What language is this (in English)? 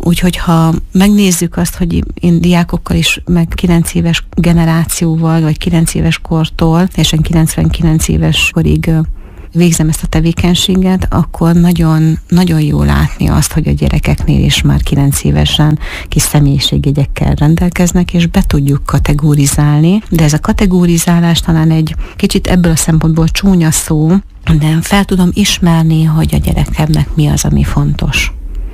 Hungarian